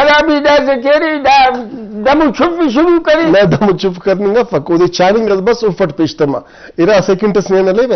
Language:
Brahui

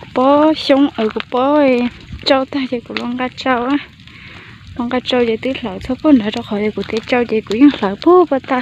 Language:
Hmong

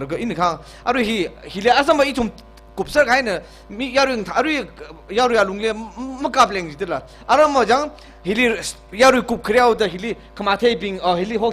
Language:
Tangkhul Naga (India)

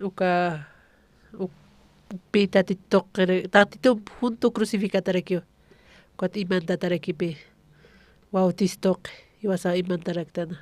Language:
Aymara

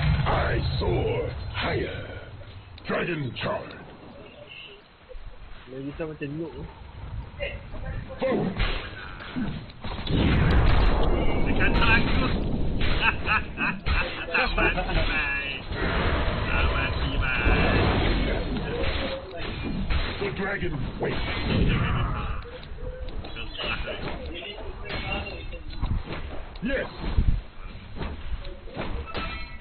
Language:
Malay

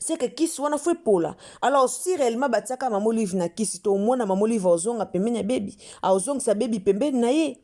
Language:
Lingala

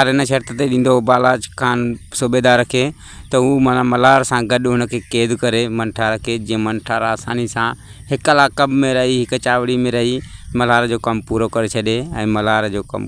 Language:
Sindhi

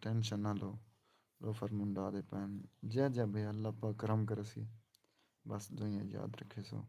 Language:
Saraiki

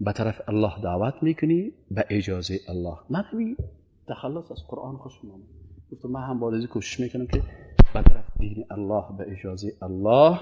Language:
Persian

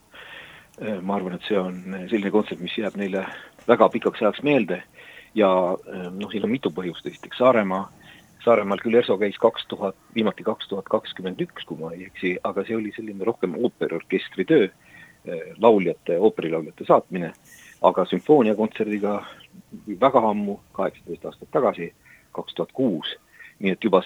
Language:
Estonian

